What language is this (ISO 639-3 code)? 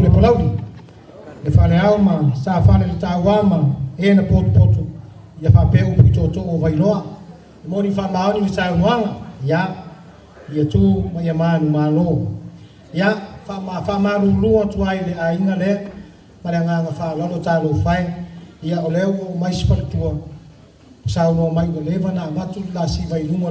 smo